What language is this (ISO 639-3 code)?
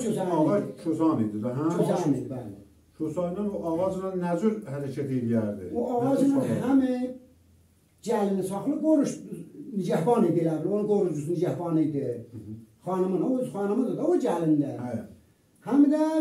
azb